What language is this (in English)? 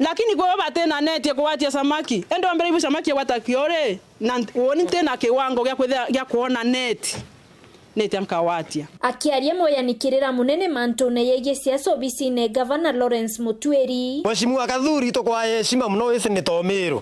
Meru